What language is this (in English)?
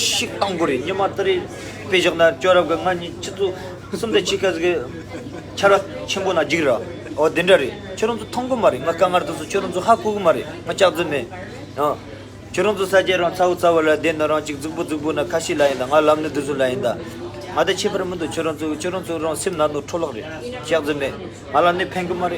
Tibetan